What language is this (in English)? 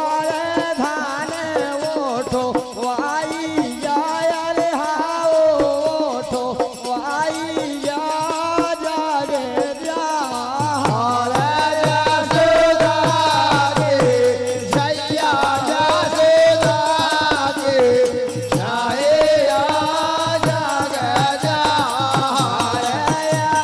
Bundeli